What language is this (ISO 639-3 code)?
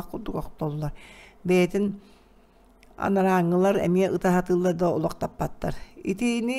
sah